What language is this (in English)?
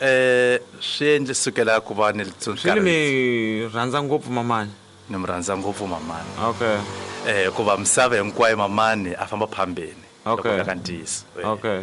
Tsonga